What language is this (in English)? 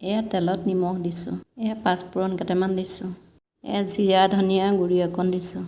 Assamese